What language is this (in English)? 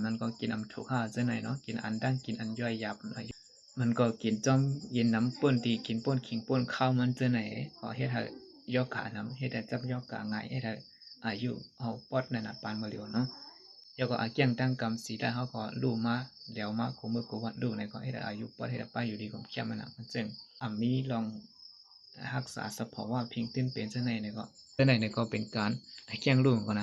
Shan